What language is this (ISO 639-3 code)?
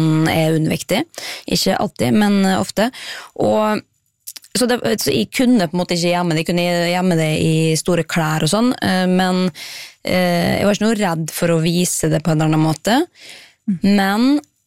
nor